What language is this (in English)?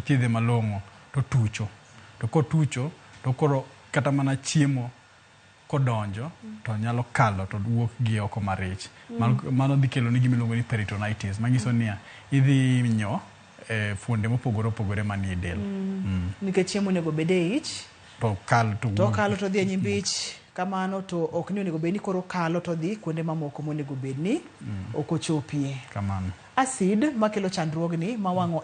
Luo (Kenya and Tanzania)